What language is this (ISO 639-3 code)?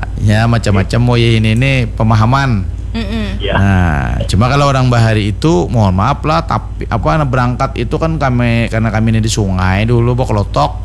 bjn